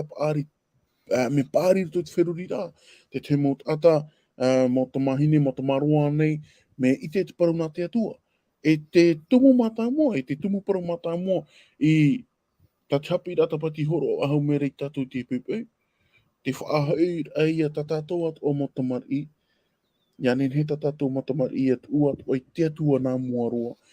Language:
Tahitian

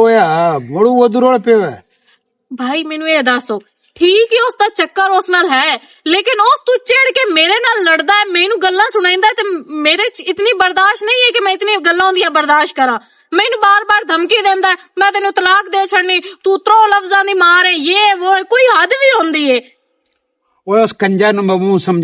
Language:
Western Panjabi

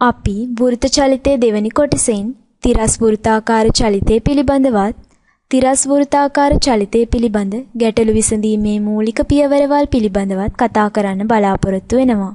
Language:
Sinhala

